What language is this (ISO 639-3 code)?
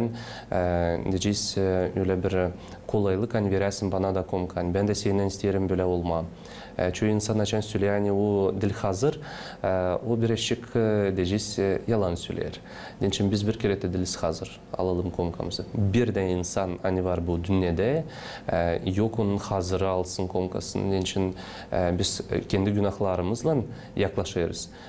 gag